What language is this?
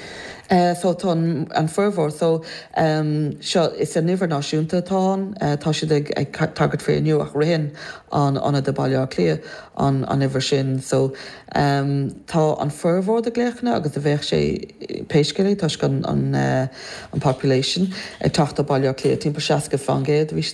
Irish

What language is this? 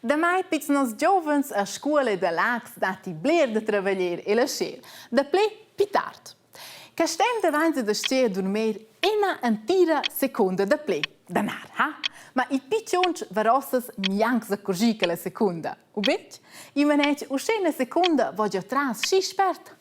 Romansh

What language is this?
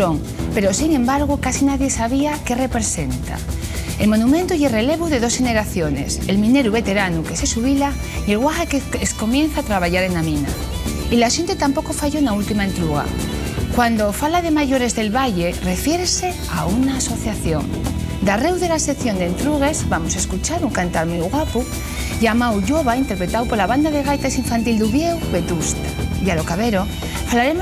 Asturian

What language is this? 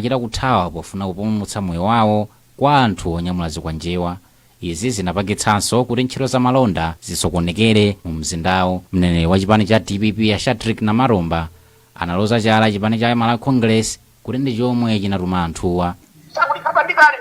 Nyanja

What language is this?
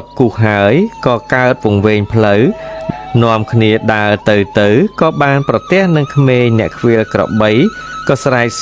Khmer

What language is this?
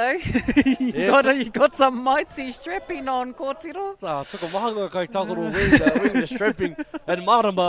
Māori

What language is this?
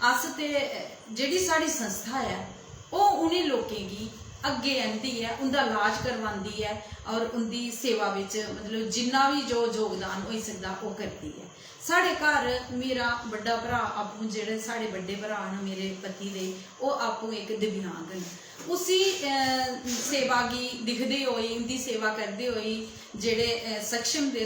Dogri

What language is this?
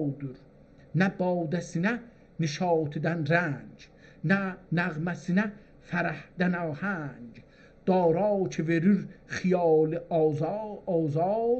South Azerbaijani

